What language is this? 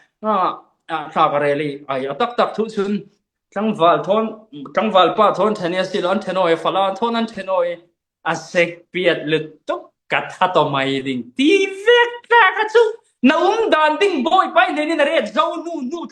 Falam Chin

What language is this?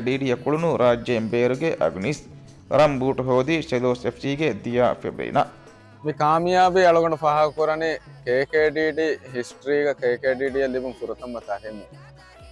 Divehi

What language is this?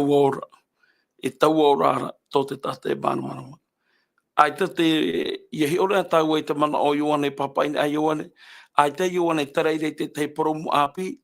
Tahitian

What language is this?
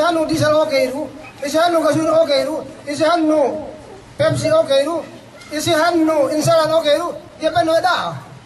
Yakan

